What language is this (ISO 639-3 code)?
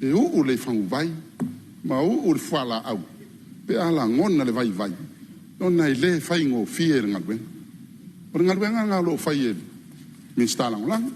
smo